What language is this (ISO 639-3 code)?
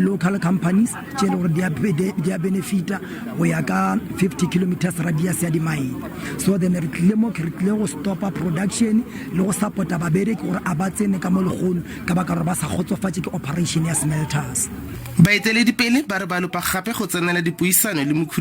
nso